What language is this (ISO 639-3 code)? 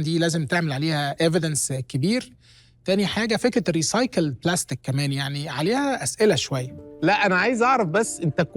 arz